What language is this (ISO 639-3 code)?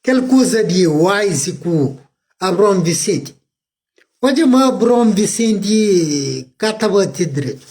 kea